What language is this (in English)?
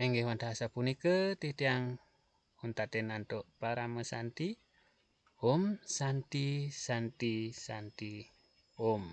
Balinese